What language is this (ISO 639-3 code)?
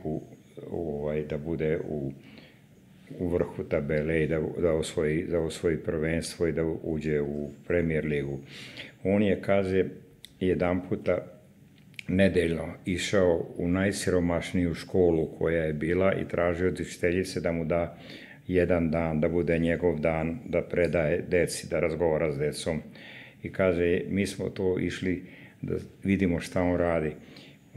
srp